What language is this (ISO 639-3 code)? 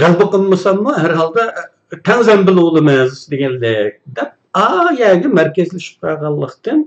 uig